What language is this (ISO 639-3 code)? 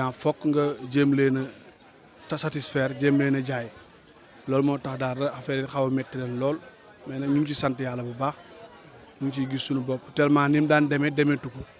wol